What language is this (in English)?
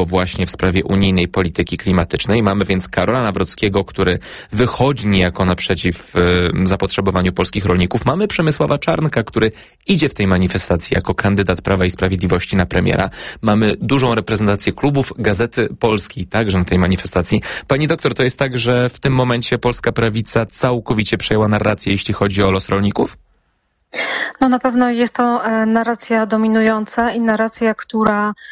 Polish